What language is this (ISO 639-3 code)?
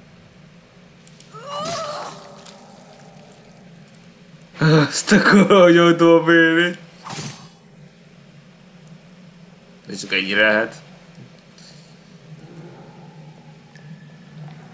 hun